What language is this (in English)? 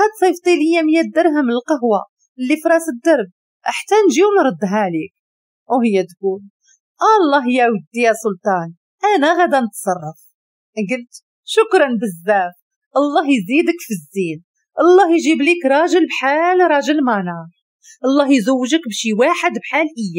Moroccan Arabic